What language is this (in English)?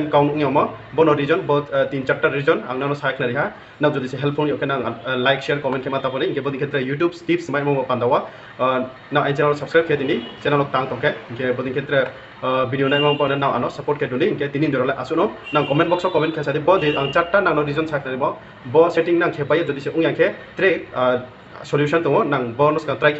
Riang (India)